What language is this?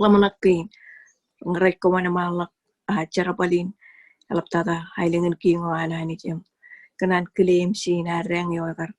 Marshallese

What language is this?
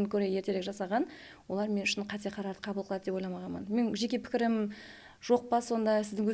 Kara-Kalpak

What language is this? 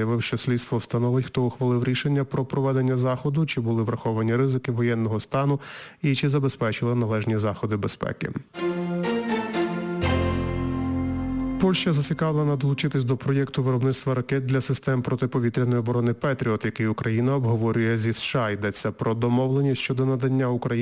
Ukrainian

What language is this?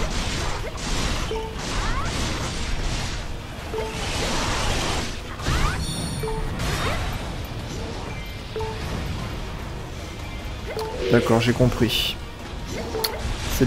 French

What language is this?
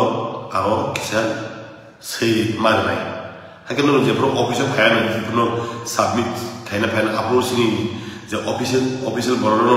Kok Borok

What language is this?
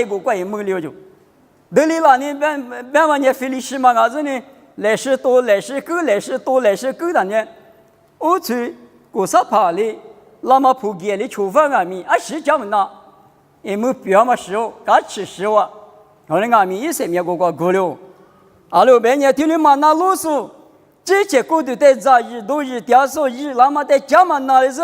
Lisu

